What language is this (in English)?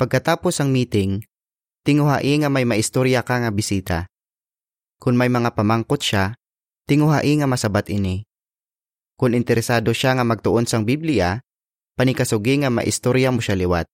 Hiligaynon